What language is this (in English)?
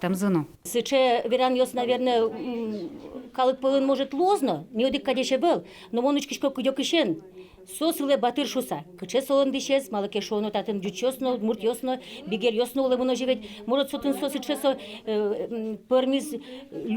Udmurt